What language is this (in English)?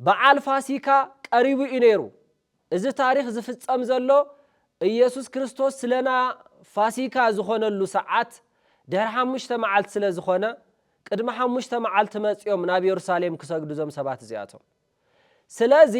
Tigrinya